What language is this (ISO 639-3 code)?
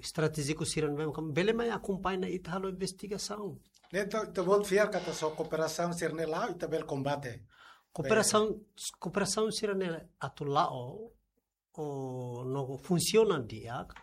tet